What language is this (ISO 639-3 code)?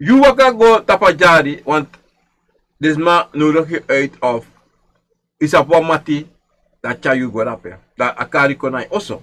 srn